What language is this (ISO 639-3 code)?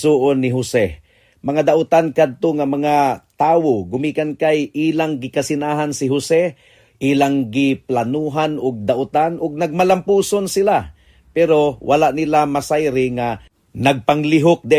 ceb